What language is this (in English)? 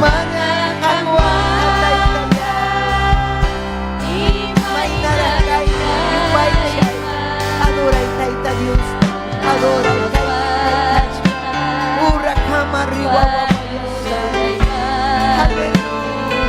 Ayacucho Quechua